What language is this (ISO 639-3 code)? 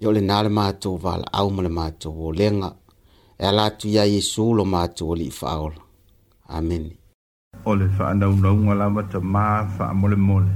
smo